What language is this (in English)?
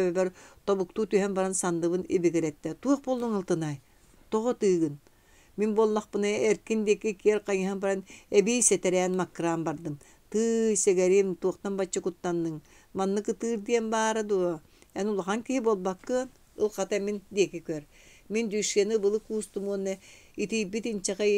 Yakut